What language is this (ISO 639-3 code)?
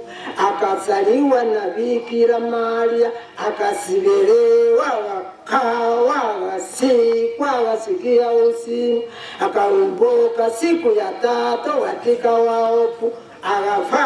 guz